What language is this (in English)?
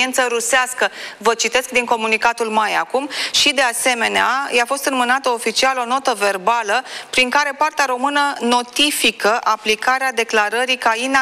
Romanian